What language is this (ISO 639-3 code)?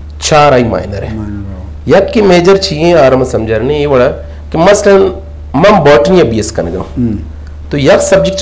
bgp